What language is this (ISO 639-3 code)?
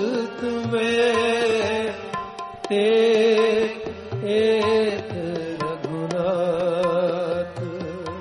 pan